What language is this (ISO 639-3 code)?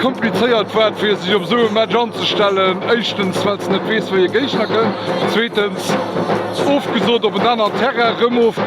ltz